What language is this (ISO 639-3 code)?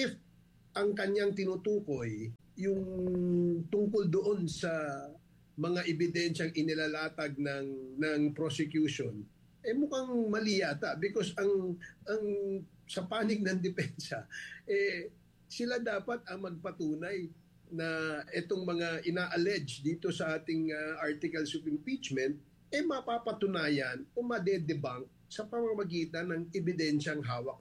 fil